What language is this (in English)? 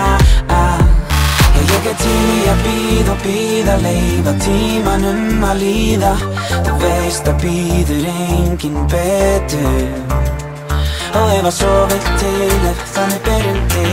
Icelandic